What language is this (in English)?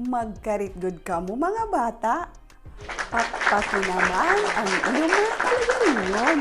Waray